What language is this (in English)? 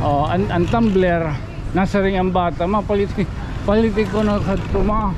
Waray